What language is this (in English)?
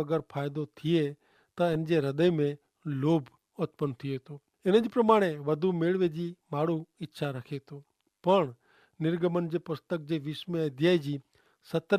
Kachhi